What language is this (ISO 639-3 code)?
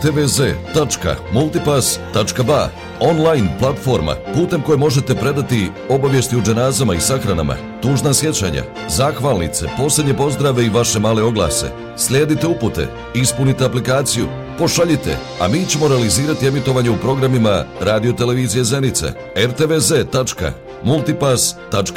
bos